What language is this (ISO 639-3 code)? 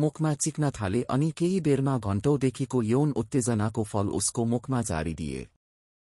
nep